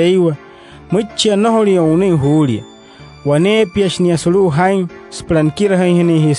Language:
Wayuu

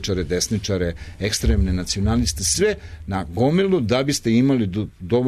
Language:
Serbian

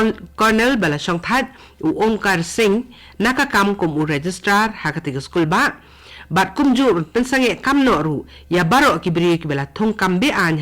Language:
Khasi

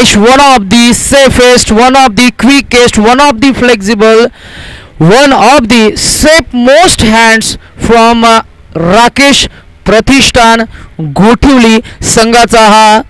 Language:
Marathi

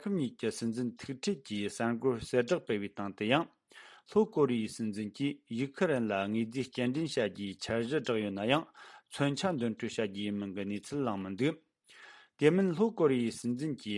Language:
Tibetan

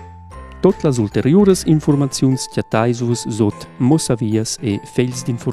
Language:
Romansh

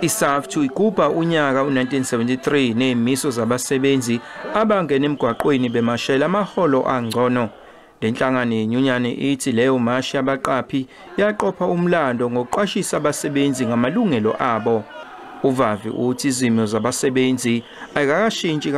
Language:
Zulu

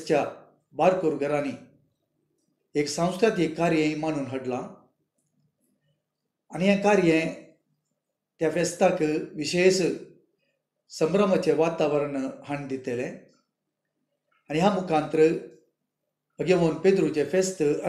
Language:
Konkani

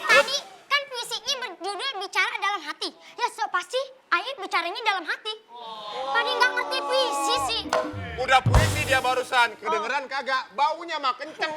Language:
Betawi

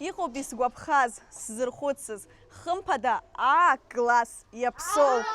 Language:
Abkhazian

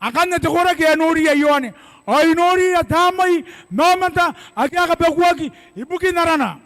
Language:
Gilbertese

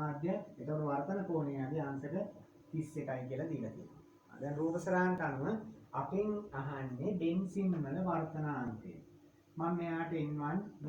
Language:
Sinhala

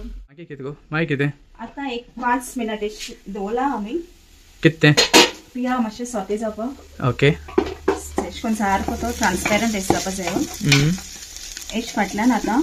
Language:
Konkani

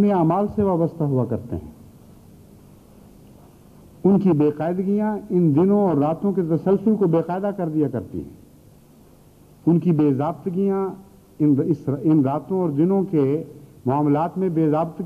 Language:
Urdu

